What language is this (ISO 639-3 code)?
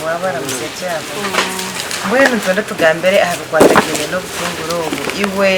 nyn